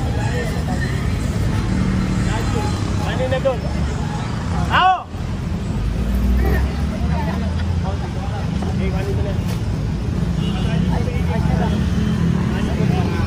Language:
Filipino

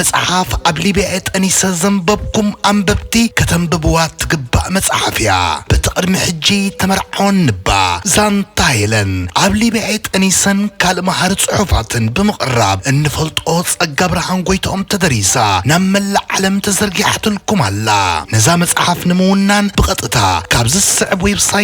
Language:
Tigrinya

